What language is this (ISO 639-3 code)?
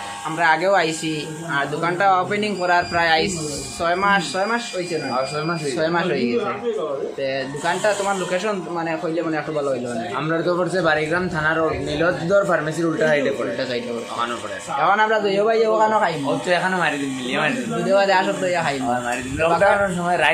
syl